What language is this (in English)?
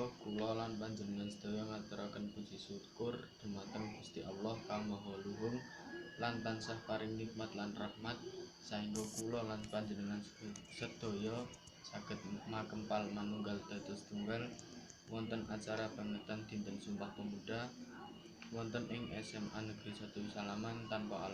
Javanese